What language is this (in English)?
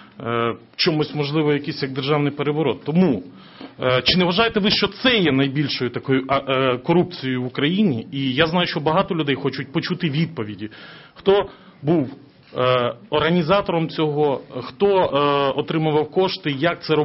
Ukrainian